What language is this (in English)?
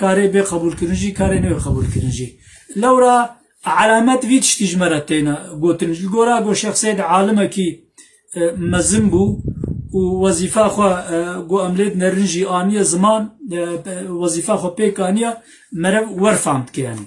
Kurdish